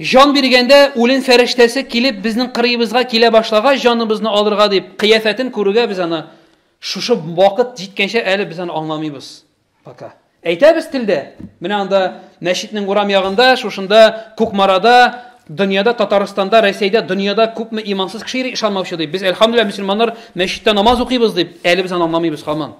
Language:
Tatar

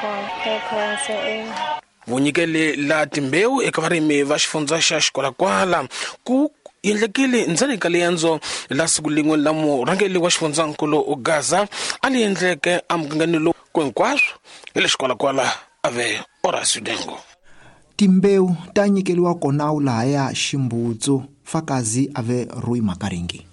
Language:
Tsonga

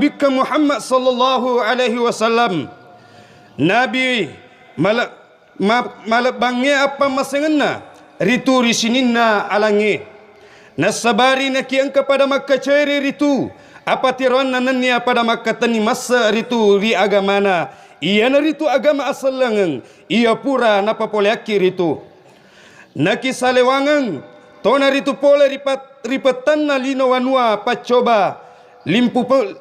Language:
Buginese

